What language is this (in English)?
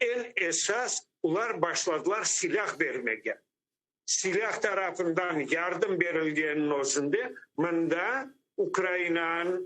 Crimean Tatar